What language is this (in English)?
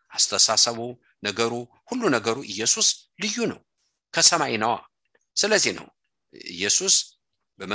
Amharic